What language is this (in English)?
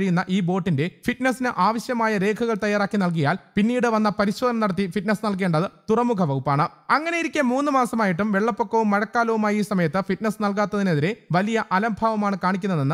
Malayalam